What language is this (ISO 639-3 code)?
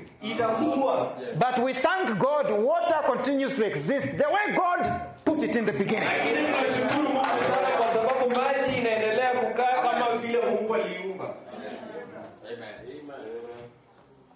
swa